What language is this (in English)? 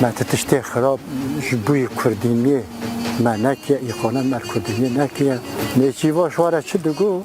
Kurdish